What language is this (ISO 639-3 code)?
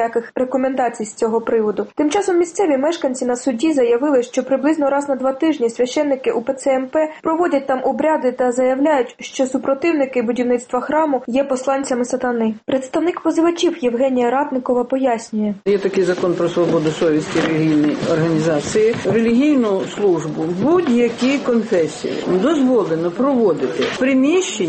ukr